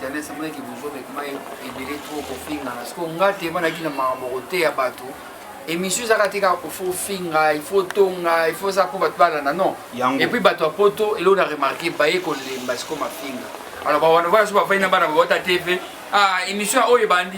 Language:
Lingala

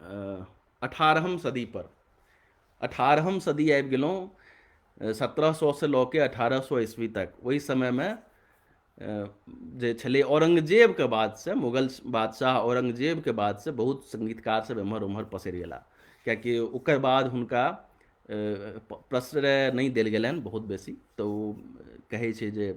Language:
Maithili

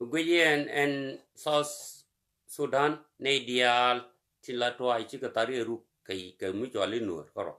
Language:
Nuer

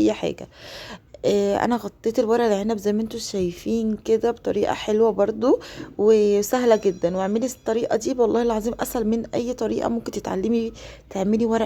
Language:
Egyptian Arabic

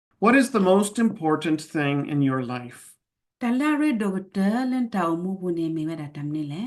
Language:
S'gaw Karen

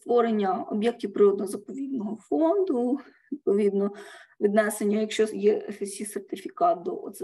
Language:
Ukrainian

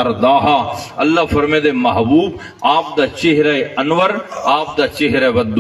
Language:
Saraiki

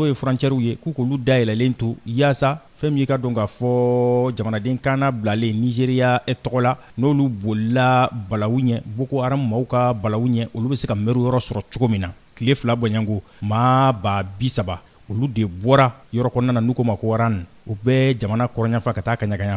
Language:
Bambara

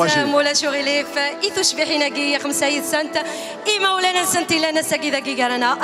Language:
Kabyle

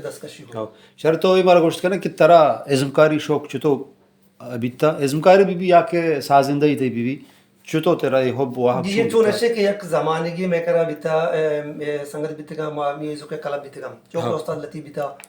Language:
Baluchi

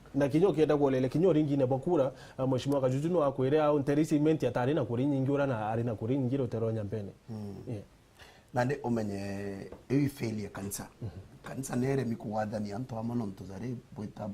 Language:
Meru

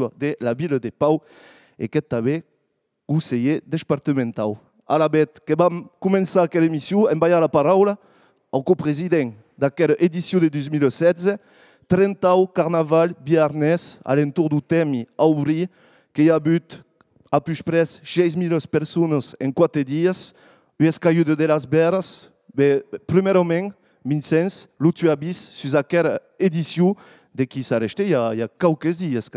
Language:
Occitan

